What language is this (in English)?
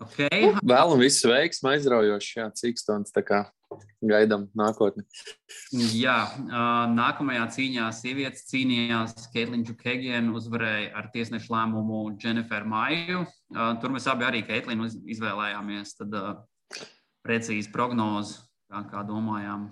Latvian